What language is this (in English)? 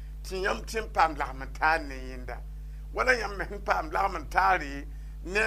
Mossi